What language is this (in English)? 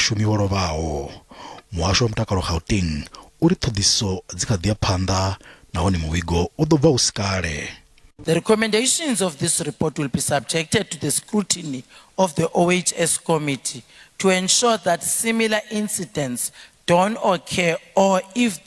Venda